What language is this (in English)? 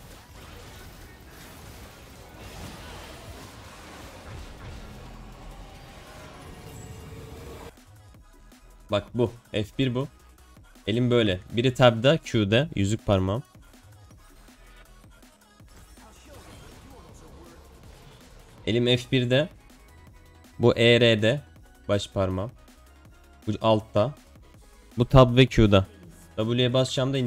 Turkish